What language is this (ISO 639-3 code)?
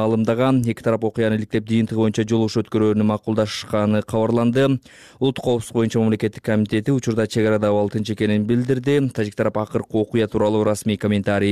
kir